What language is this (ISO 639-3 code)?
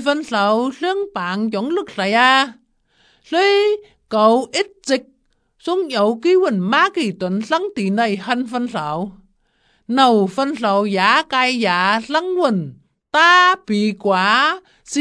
vie